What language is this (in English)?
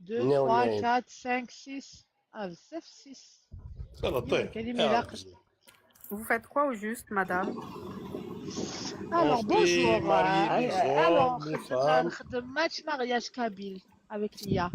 Algerian Arabic